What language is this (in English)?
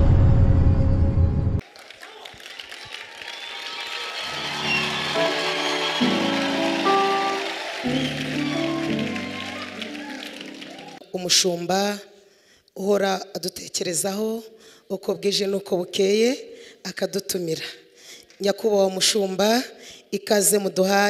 Kinyarwanda